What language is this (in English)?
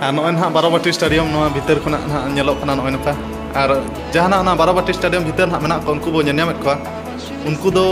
Santali